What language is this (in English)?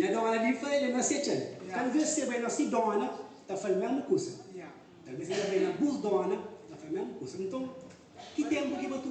Kabuverdianu